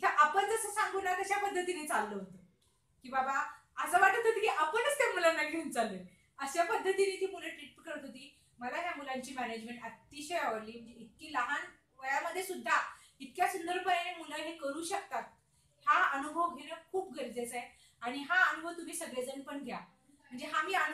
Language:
Marathi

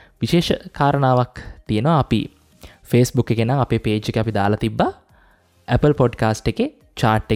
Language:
Sinhala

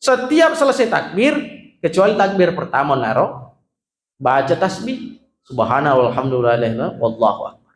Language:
Buginese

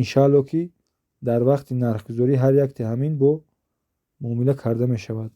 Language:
Tajik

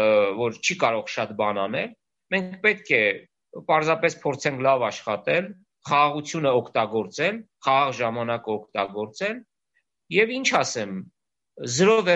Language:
Armenian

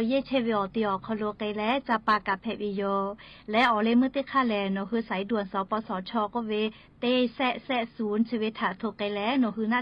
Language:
Lahu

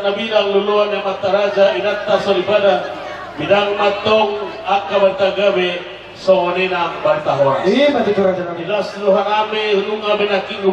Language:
Batak Toba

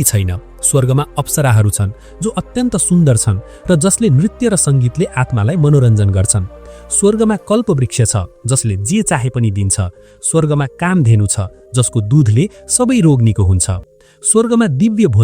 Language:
Nepali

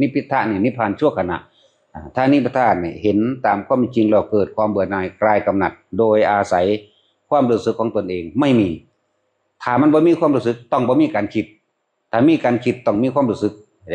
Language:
Northeastern Thai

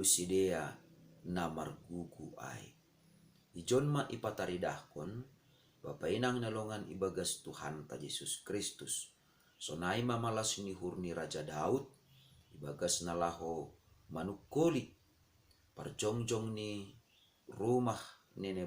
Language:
Batak Simalungun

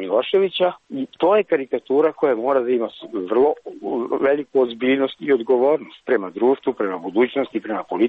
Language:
Serbian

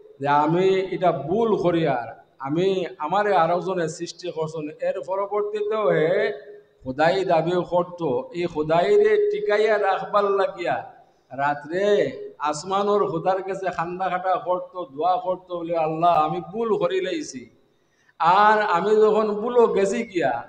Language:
Sylheti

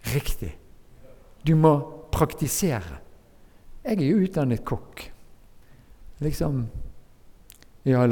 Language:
Norwegian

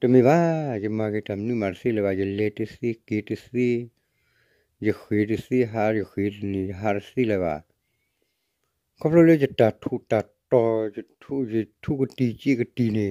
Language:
S'gaw Karen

